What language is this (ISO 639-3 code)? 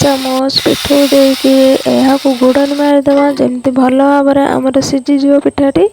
ori